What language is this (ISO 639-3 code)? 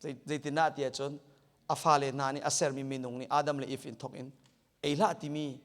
cnh